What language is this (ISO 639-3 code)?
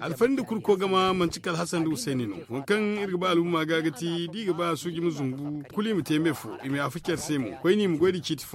dje